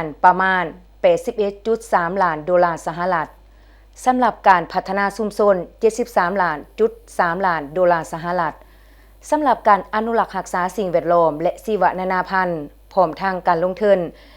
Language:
Lao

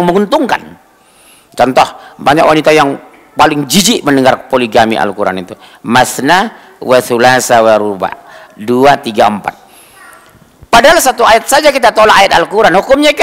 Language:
Indonesian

